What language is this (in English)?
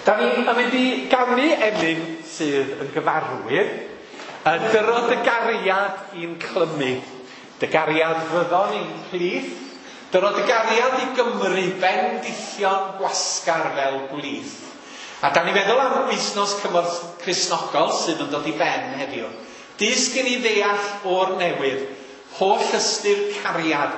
Welsh